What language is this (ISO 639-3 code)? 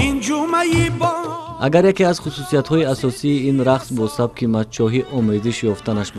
tgk